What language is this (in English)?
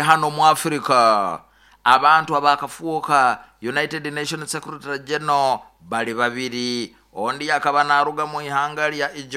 Nyoro